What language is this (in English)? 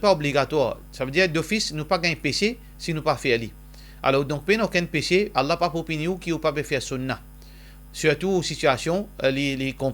Morisyen